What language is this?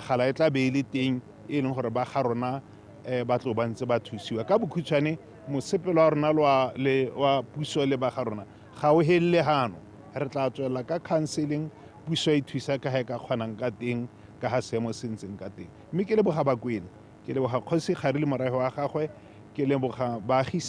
Tswana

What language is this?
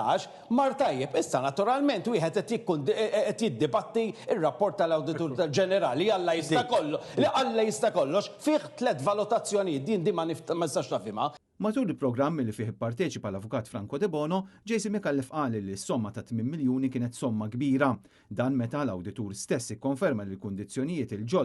Maltese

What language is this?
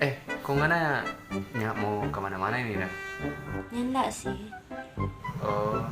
Manado Malay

